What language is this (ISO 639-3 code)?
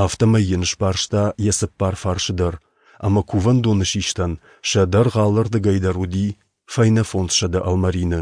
oss